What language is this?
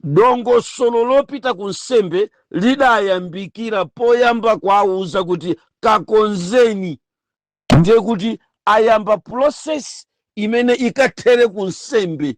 Nyanja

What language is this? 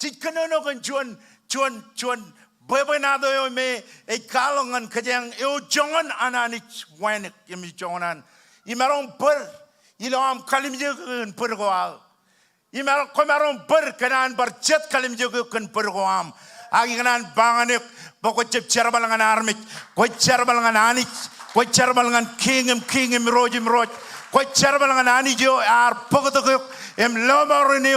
Marshallese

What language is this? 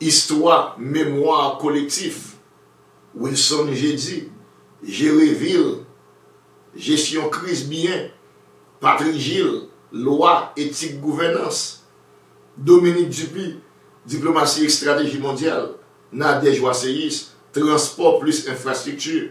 Haitian Creole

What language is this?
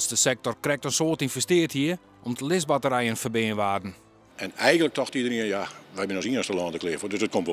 Western Frisian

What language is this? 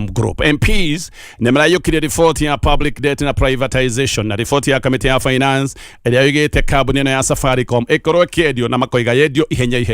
Kikuyu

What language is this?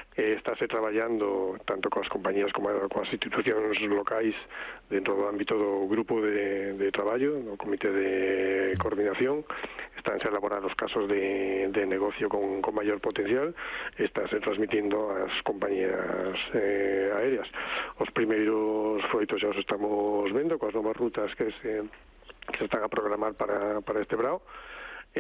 Galician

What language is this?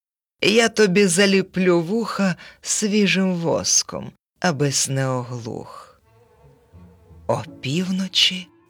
Ukrainian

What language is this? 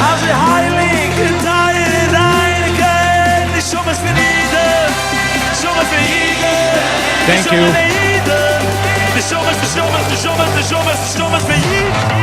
Yiddish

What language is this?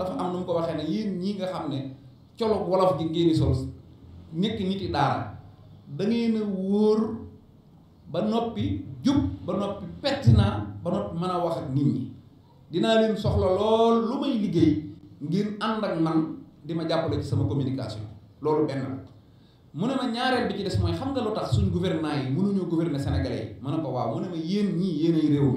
Wolof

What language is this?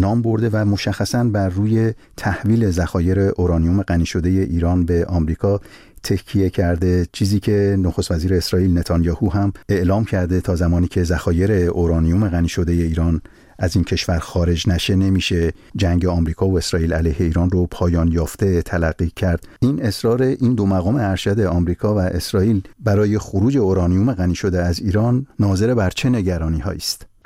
Persian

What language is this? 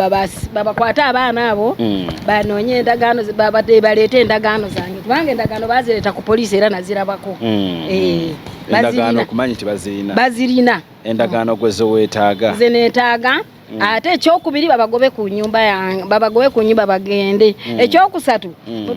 Ganda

